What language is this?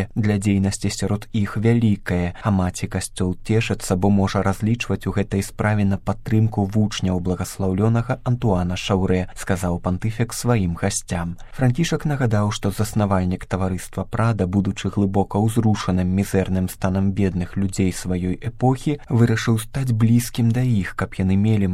Belarusian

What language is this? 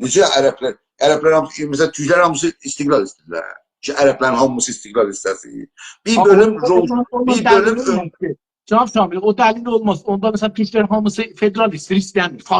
South Azerbaijani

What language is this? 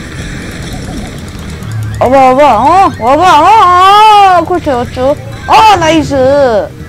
Korean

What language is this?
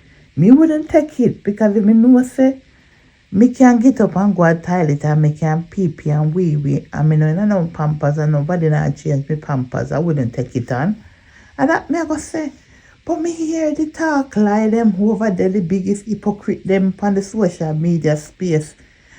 Jamaican Creole English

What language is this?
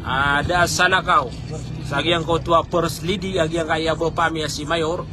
Maranao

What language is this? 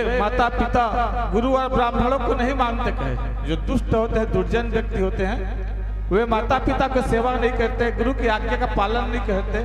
Chhattisgarhi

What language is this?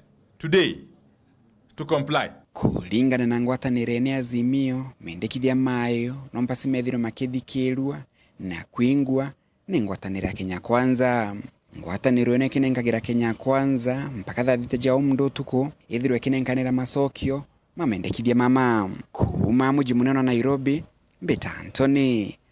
Meru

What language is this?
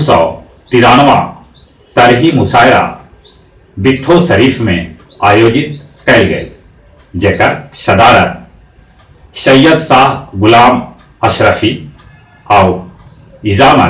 Magahi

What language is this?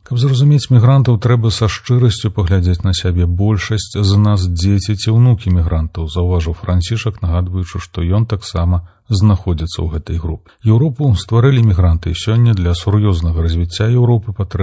Belarusian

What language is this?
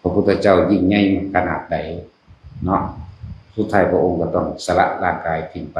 Northeastern Thai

